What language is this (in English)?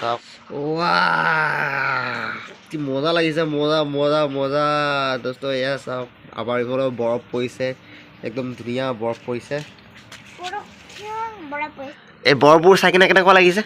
Assamese